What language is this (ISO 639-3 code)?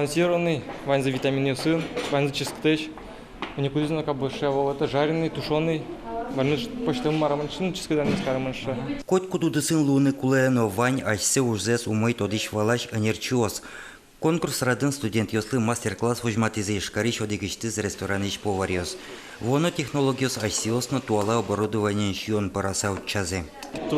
udm